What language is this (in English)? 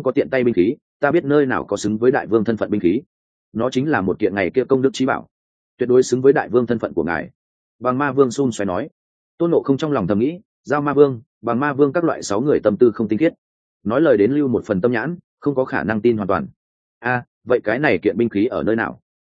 Vietnamese